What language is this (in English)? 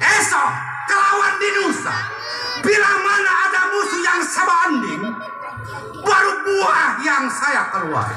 Betawi